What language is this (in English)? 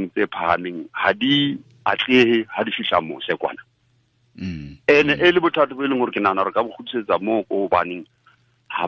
Tswana